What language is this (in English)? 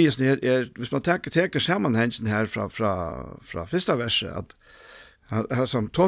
Faroese